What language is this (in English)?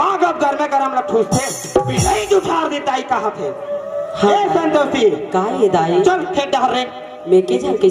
Chhattisgarhi